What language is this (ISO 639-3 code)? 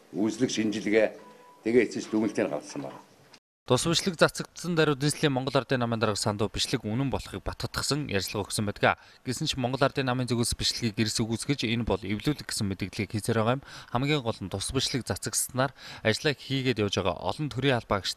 mon